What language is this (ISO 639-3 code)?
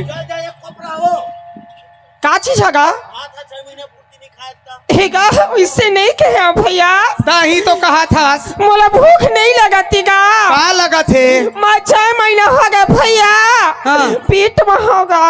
hne